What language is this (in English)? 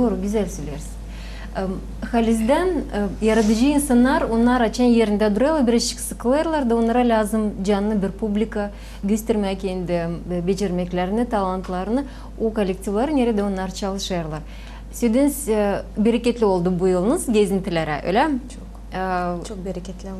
Gagauz